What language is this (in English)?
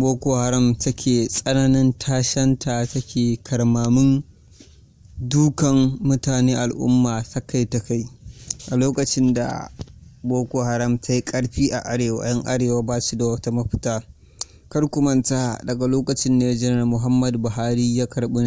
Hausa